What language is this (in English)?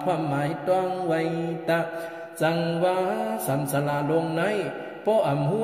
Shan